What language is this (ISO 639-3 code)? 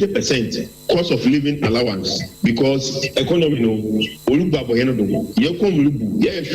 aka